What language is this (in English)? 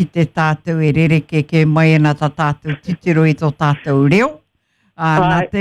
Māori